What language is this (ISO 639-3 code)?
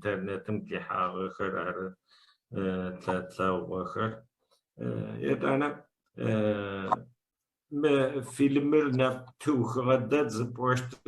ady